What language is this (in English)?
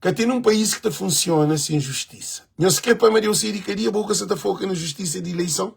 Kabuverdianu